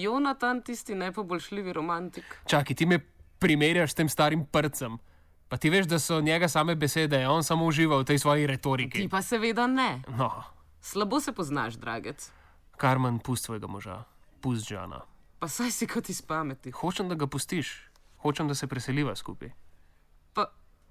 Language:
Slovenian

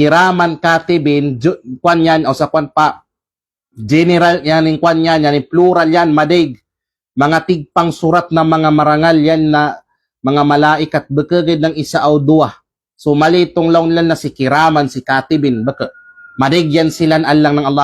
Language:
Kalagan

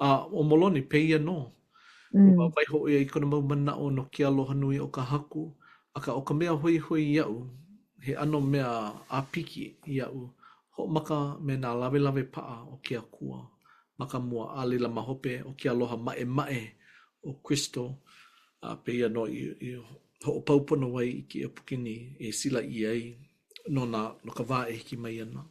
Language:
Hawaiian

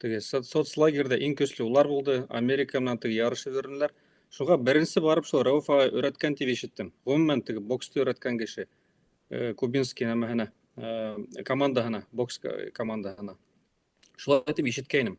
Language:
Bashkir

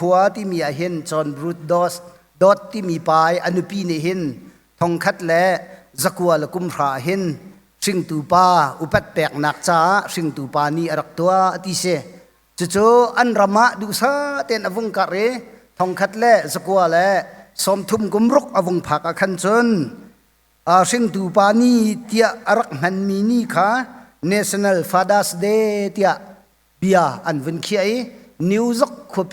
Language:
Hakha Chin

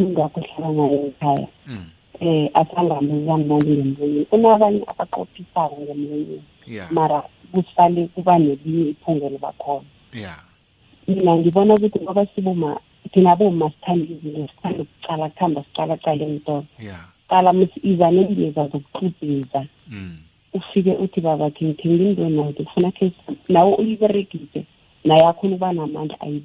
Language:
South Ndebele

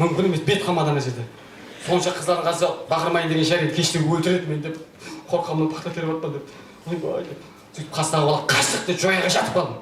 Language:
Kara-Kalpak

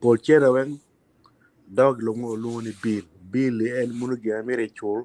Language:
Acoli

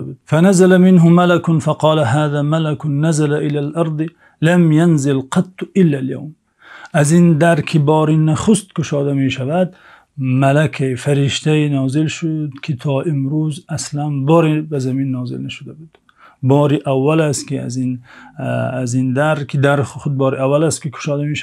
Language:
Tajik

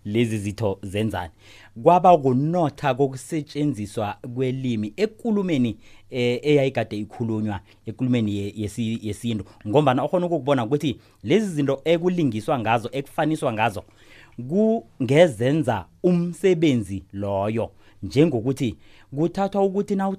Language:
South Ndebele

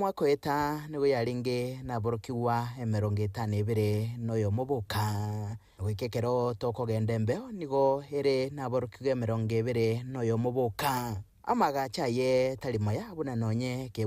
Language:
Gusii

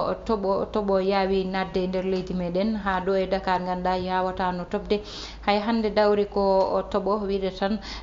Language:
Fula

